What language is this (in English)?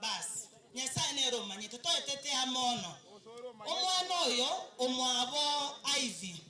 Gusii